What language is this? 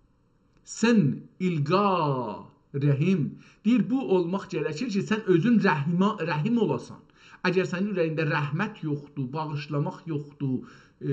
South Azerbaijani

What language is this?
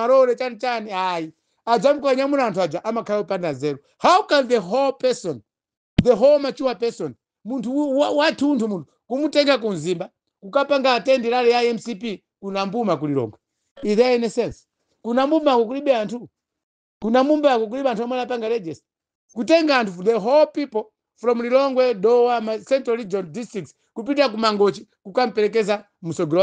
Nyanja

